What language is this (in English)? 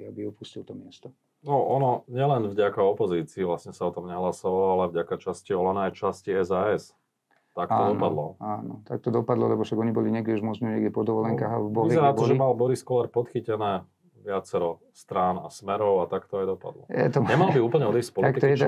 Slovak